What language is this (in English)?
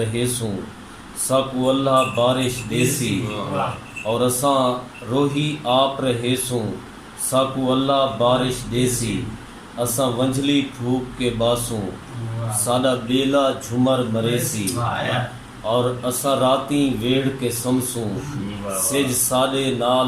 Saraiki